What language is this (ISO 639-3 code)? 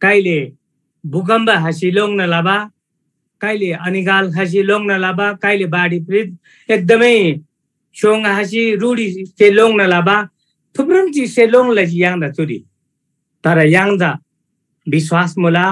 taj